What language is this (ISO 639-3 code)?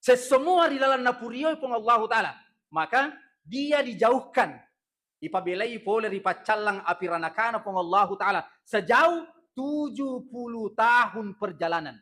bug